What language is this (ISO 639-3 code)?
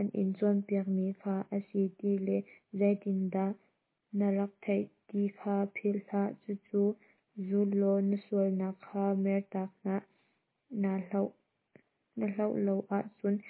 cnh